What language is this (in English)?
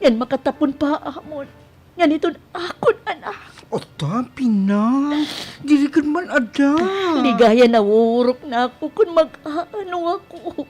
Waray